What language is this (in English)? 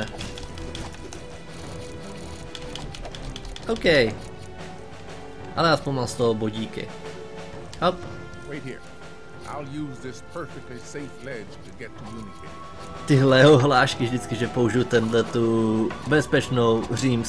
Czech